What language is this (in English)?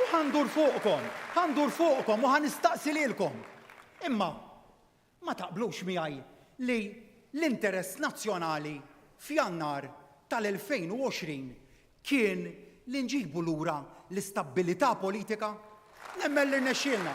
Maltese